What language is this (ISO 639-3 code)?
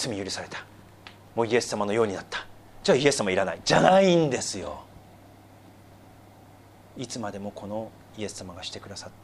jpn